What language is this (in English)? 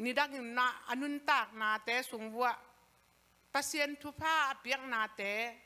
Tedim Chin